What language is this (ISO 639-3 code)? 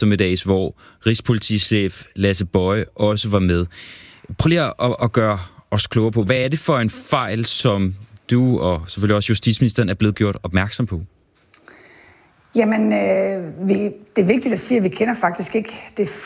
dan